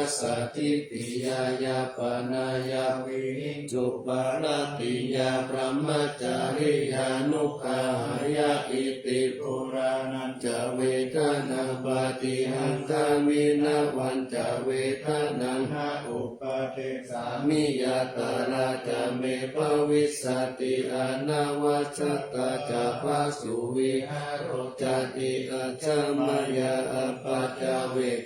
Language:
Pali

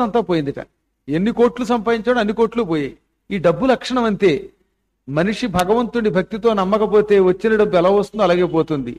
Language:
Telugu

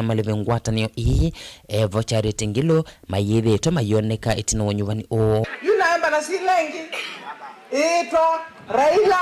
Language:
Kamba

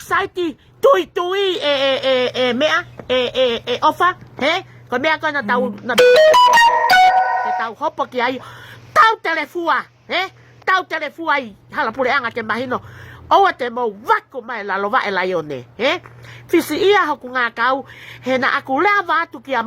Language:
Tongan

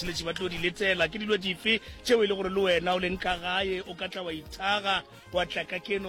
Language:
Northern Sotho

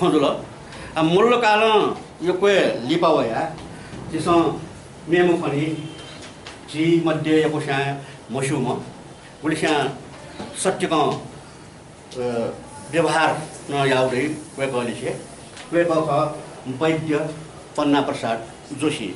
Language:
Newari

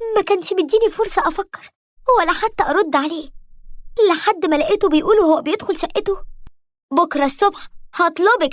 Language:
Egyptian Arabic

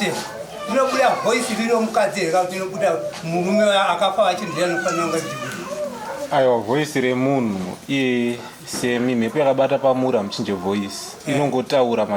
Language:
Shona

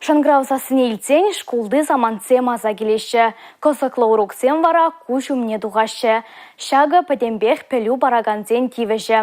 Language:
Chuvash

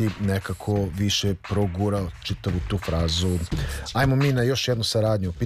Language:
Serbian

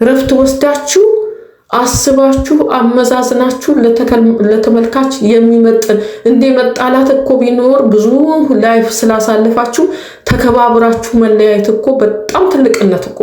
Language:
Amharic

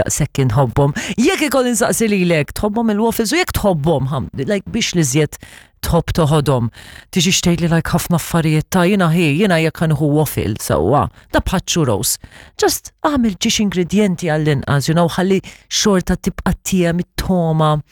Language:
Maltese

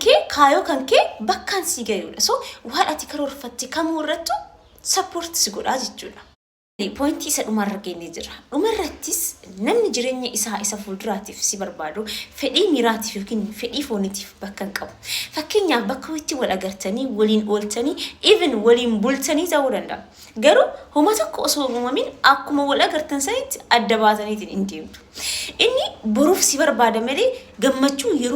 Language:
Oromo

